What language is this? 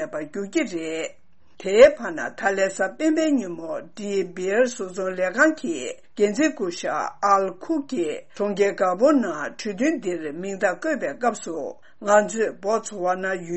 Tibetan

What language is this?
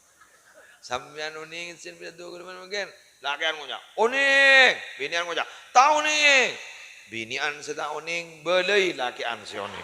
Madurese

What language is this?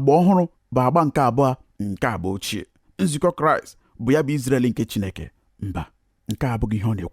Igbo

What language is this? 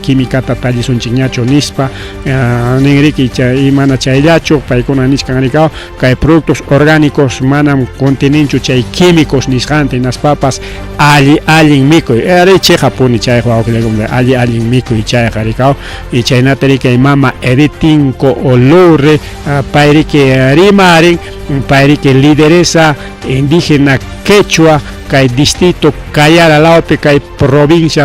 Ayacucho Quechua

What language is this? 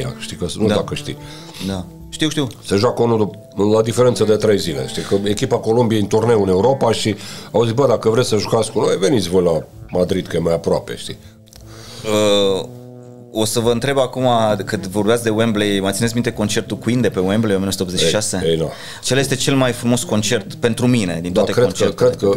Romanian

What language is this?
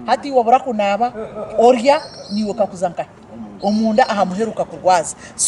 Nyankole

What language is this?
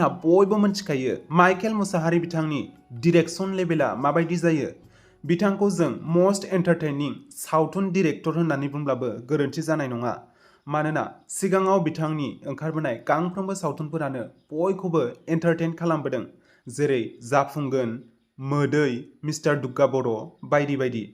Bodo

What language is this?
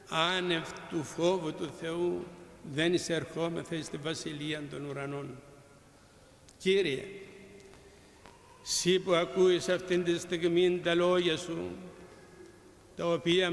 Greek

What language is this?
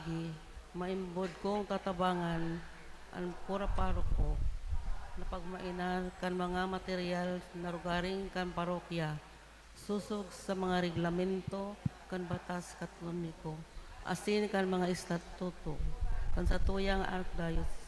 Bikol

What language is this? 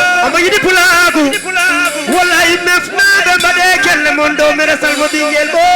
Fula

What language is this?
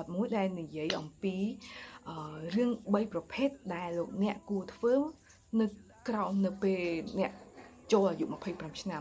Khmer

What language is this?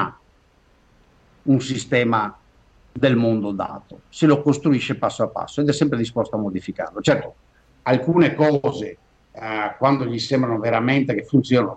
Italian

